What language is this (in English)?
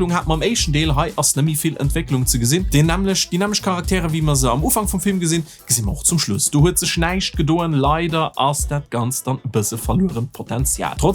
Luxembourgish